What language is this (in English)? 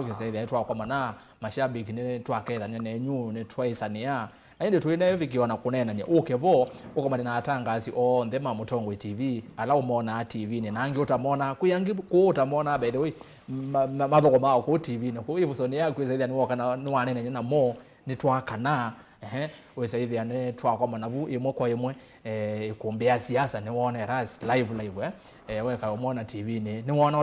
Kamba